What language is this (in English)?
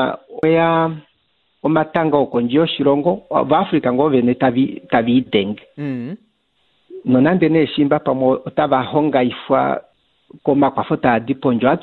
Kuanyama